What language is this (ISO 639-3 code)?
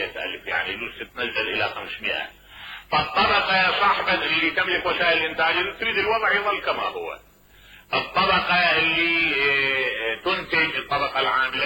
acm